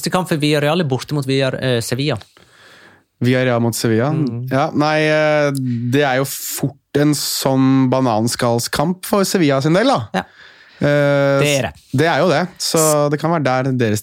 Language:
Norwegian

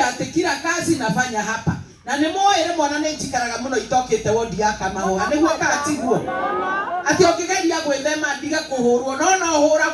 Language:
Kikuyu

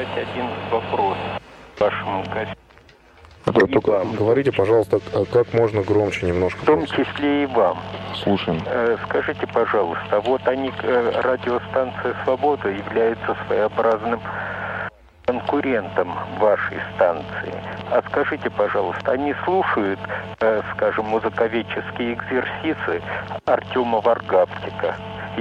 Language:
Russian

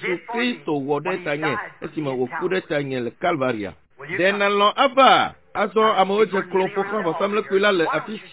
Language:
Ewe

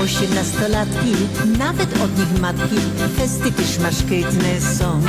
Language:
Silesian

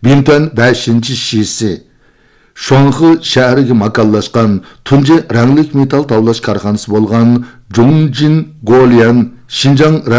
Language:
Uyghur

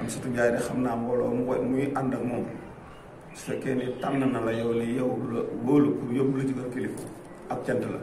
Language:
Wolof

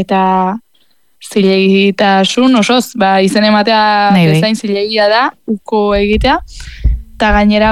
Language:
Basque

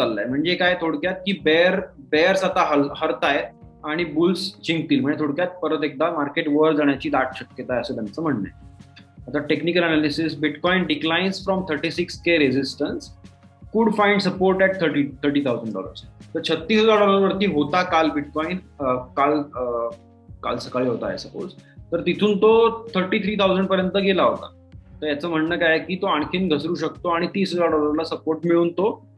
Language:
Marathi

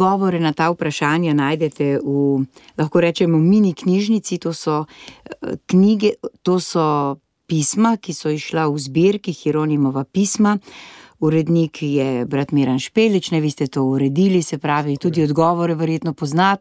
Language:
Slovenian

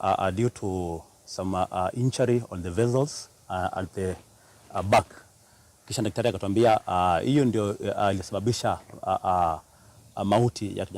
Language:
Kamba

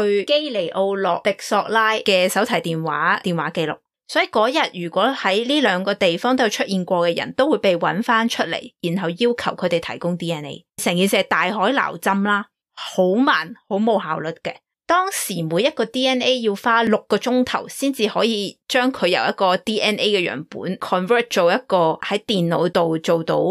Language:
Cantonese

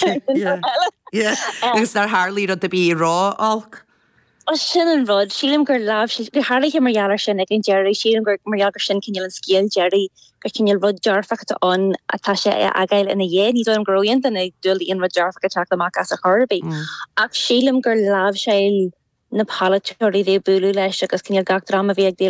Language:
Irish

